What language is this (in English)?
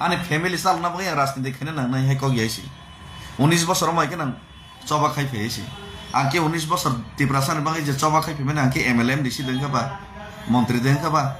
Kok Borok